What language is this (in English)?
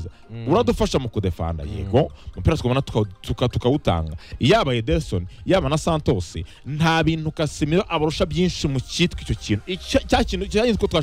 Kinyarwanda